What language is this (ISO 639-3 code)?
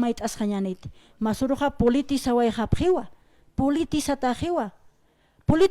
aym